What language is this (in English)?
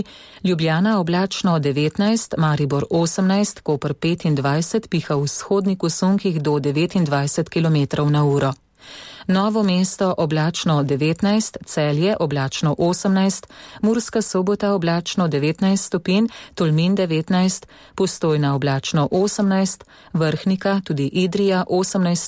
Slovenian